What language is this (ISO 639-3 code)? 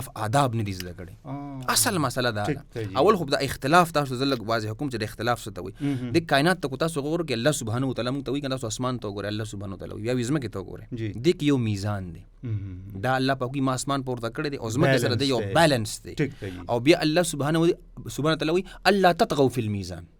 pus